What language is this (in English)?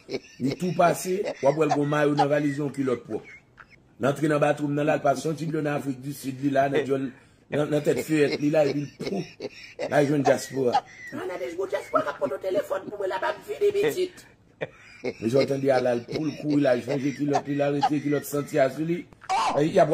Haitian Creole